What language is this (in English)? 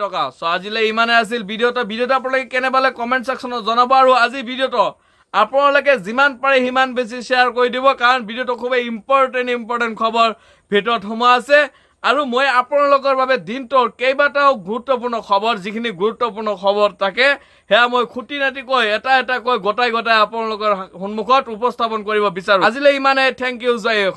Assamese